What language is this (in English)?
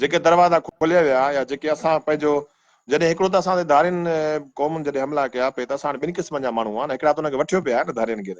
Sindhi